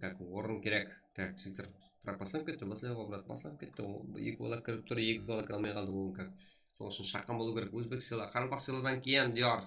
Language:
Kara-Kalpak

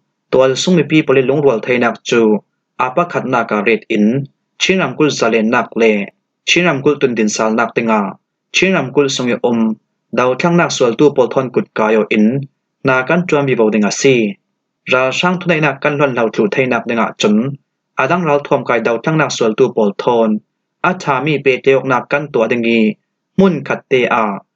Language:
Falam Chin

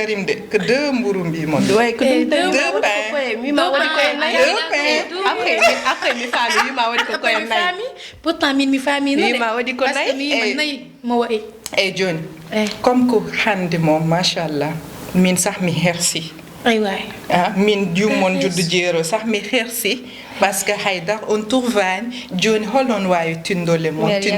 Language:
Fula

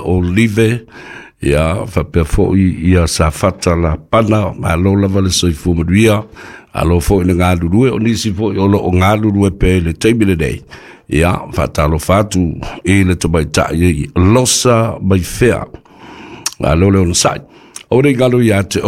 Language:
Samoan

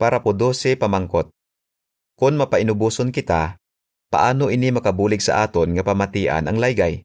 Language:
Hiligaynon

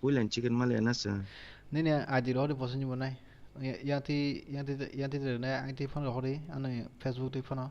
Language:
Kok Borok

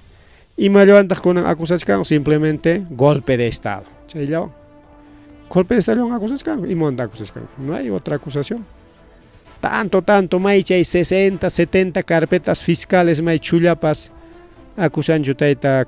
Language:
Ayacucho Quechua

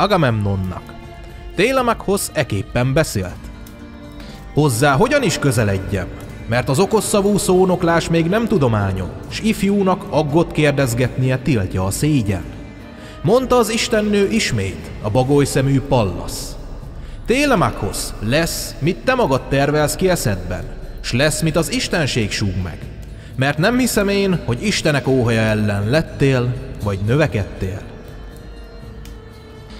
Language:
Hungarian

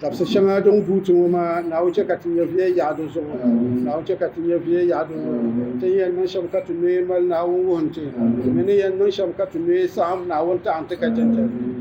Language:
Dagbani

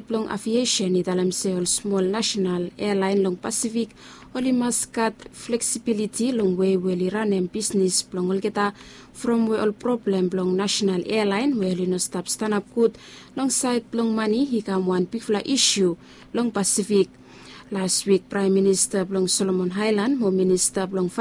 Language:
Bislama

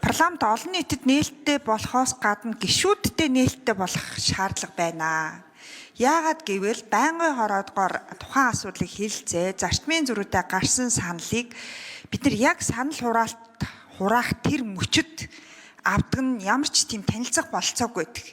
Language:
Mongolian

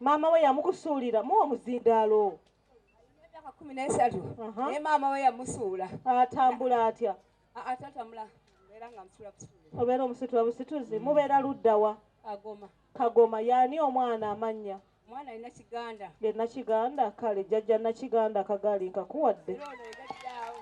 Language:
Ganda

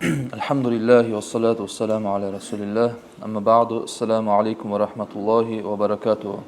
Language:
Kumyk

